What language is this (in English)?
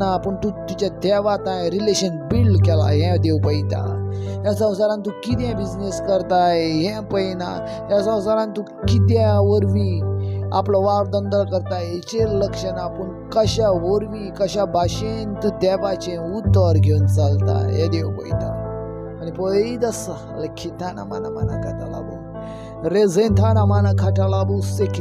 Konkani